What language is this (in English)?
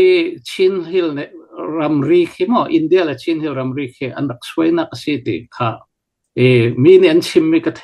Hakha Chin